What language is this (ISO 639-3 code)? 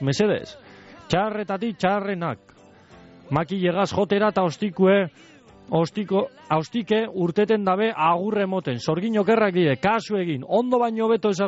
eus